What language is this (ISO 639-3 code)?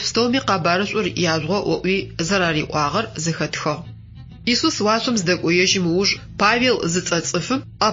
ady